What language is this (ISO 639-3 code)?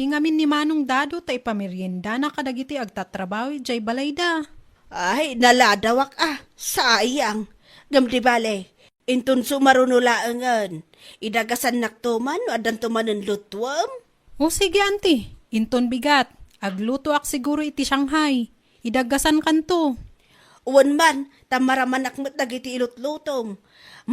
ilo